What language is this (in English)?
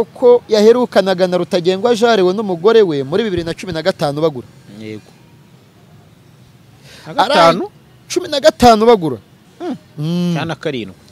Kinyarwanda